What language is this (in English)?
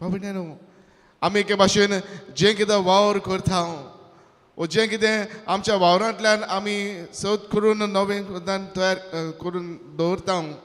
Konkani